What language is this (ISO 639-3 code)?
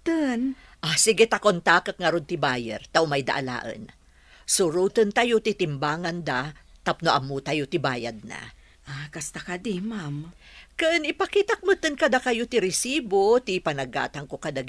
ilo